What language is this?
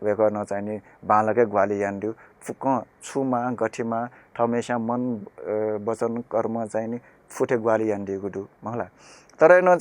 Newari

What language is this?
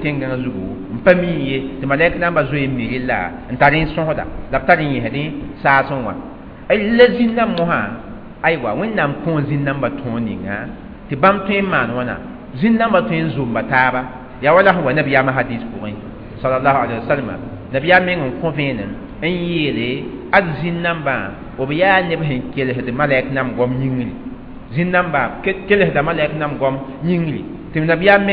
Mossi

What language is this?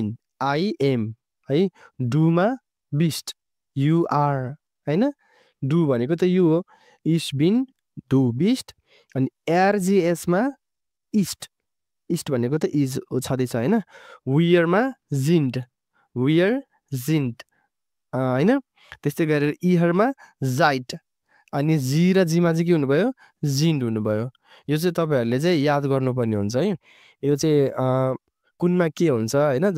Nepali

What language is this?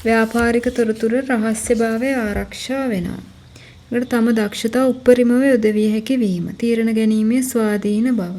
Sinhala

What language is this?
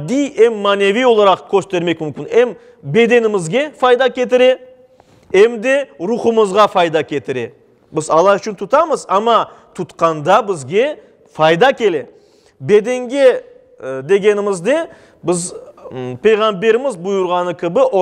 Crimean Tatar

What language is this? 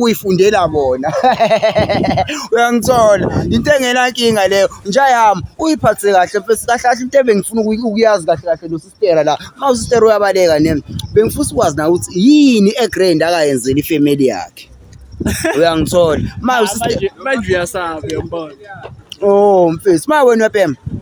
Zulu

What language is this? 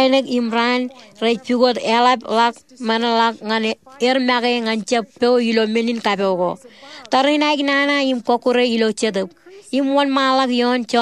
Marshallese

